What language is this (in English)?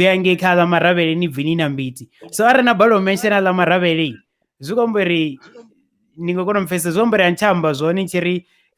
Venda